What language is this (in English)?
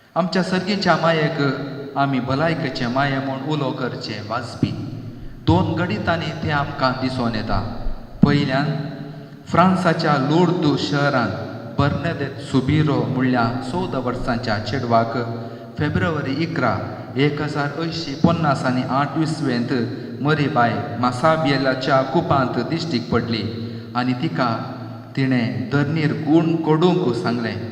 Konkani